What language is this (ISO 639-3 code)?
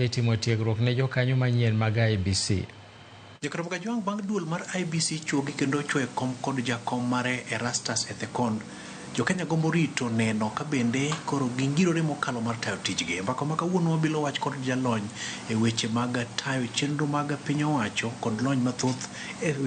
luo